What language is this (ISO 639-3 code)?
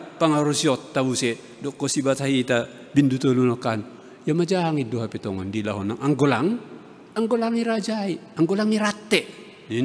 bts